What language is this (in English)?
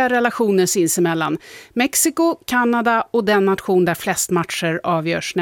Swedish